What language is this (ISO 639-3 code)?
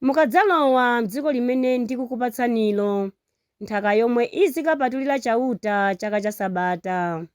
nya